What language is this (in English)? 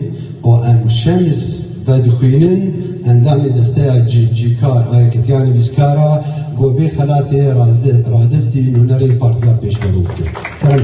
Kurdish